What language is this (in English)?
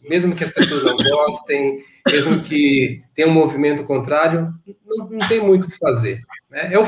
Portuguese